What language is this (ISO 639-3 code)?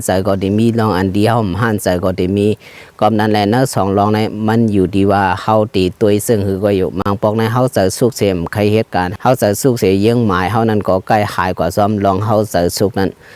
shn